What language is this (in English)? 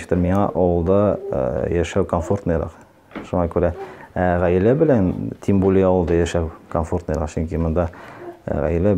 Tatar